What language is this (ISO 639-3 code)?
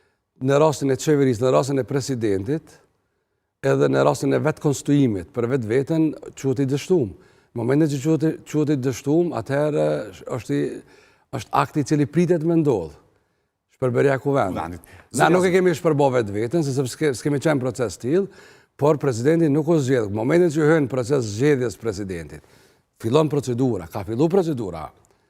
sqi